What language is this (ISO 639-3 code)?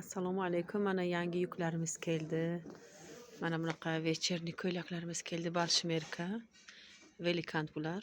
uzb